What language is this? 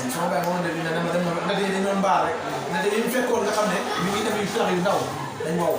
Wolof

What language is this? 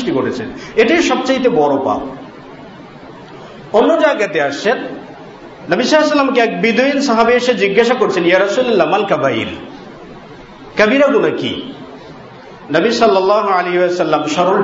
Bangla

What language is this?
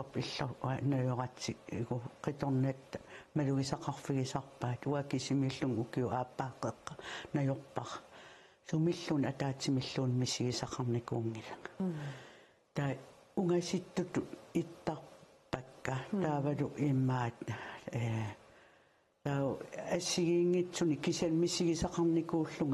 Kalaallisut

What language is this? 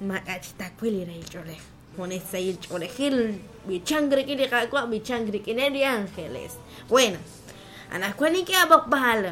Kekchí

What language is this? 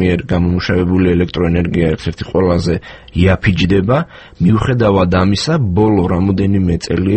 Georgian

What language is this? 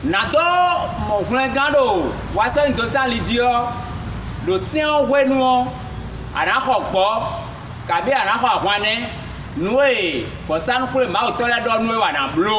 Fon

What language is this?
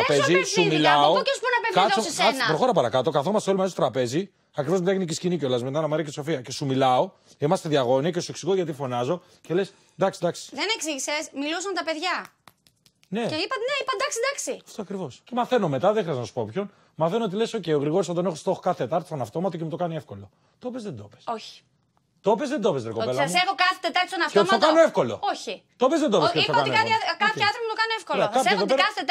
Greek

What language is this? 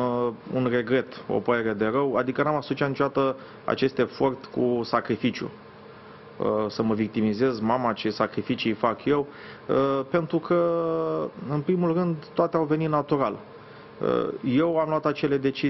Romanian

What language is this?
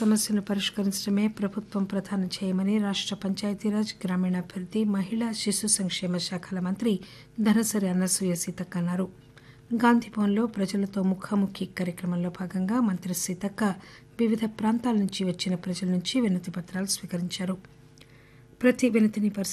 Telugu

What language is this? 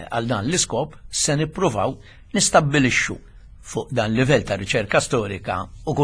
Maltese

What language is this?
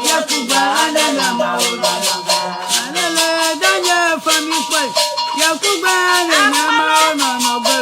Ewe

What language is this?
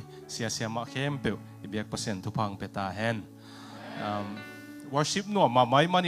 Tedim Chin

